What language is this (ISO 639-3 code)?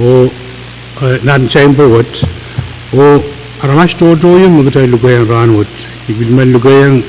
pon